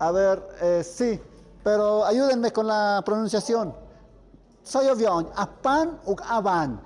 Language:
Tlahuitoltepec Mixe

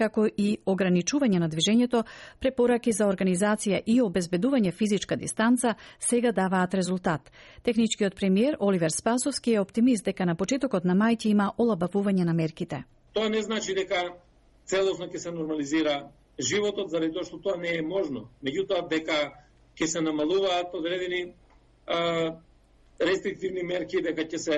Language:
Macedonian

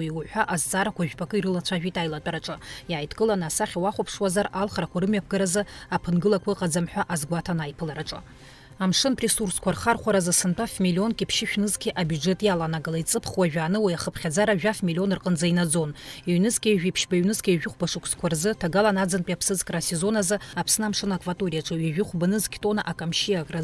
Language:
Abkhazian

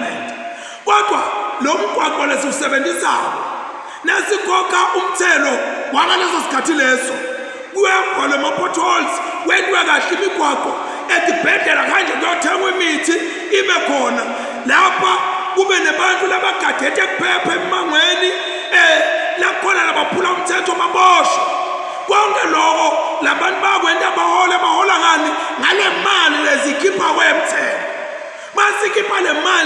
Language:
Zulu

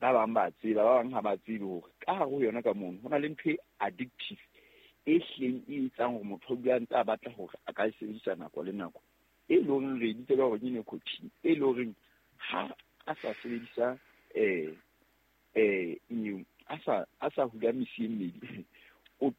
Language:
Southern Sotho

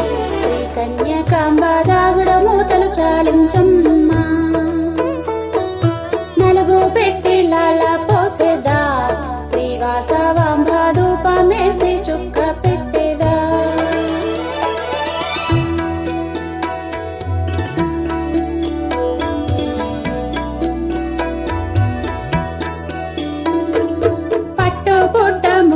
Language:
Telugu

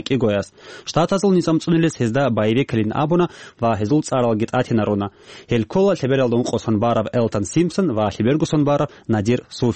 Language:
Avaric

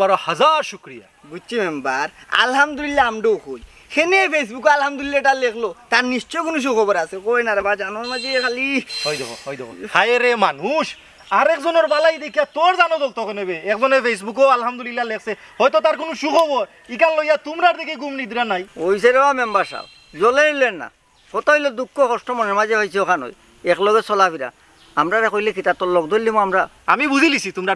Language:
Sylheti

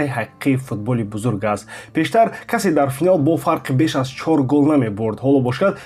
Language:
Tajik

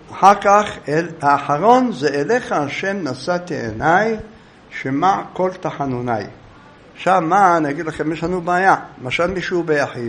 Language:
Hebrew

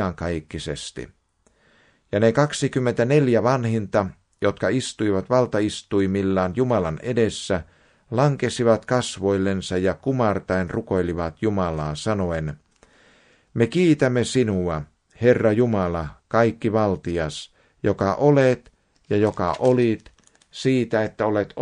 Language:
Finnish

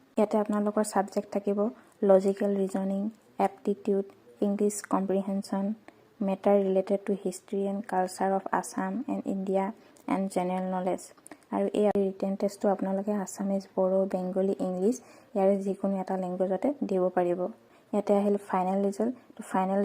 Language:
Assamese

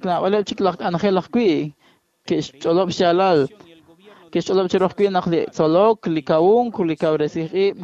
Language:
Kekchí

